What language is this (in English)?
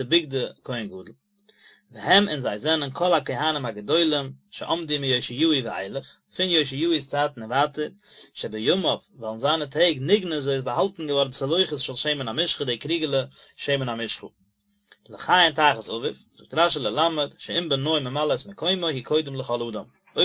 Yiddish